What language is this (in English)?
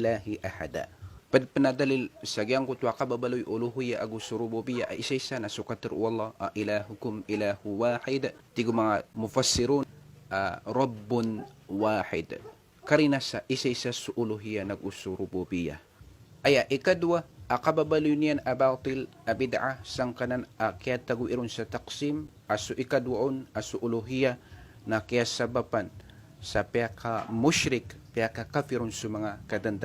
Maranao